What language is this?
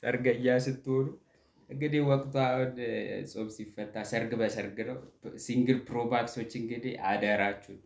Amharic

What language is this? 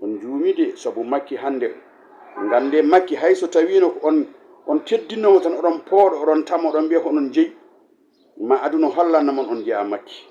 Fula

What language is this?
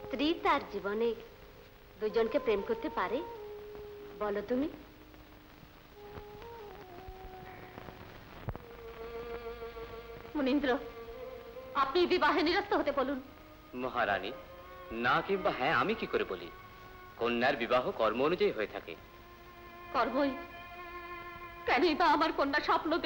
Bangla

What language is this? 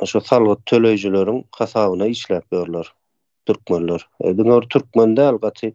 Turkmen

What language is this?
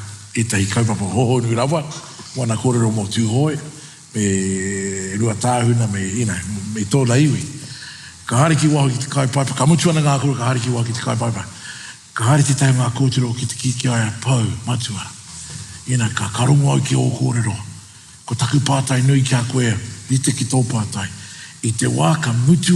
Māori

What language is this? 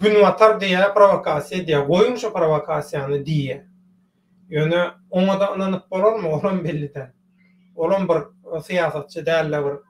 Turkmen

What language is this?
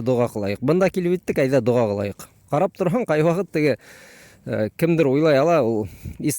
Bashkir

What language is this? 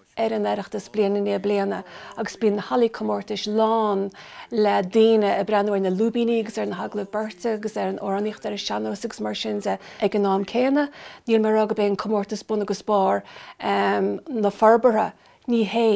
Irish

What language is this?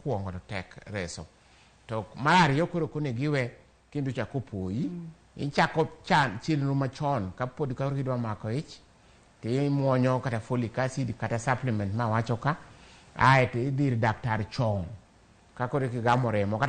Luo (Kenya and Tanzania)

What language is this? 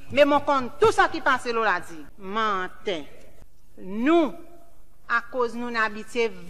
Seselwa Creole French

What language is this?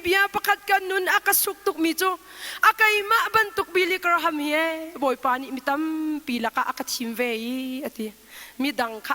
Hakha Chin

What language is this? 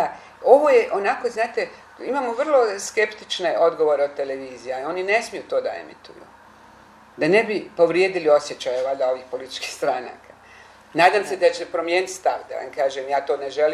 Bosnian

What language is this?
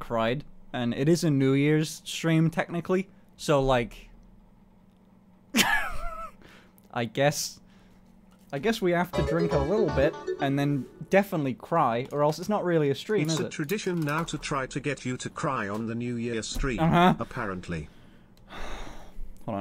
English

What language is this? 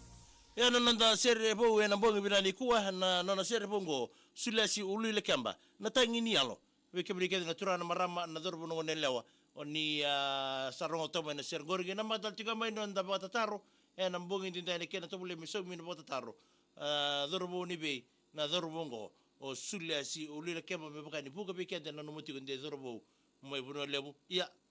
Fijian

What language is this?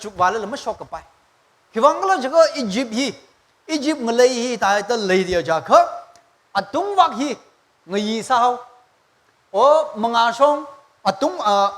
Tangkhul Naga (India)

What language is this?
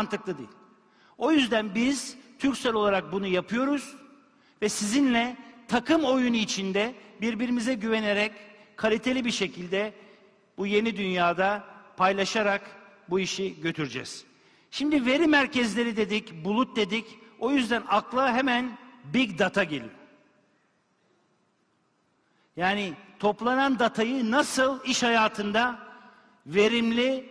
Turkish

